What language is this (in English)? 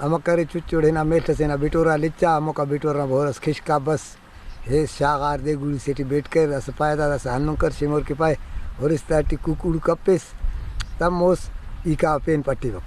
Brahui